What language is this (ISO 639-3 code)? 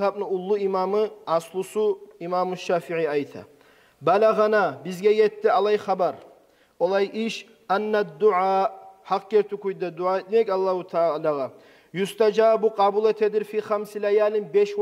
kum